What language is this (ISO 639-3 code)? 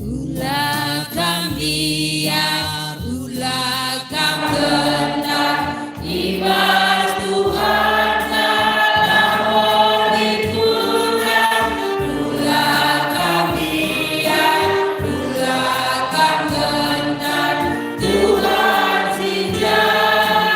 btx